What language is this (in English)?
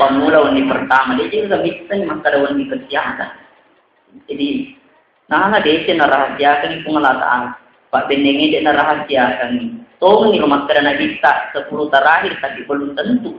Buginese